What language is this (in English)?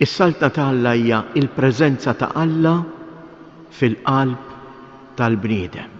Maltese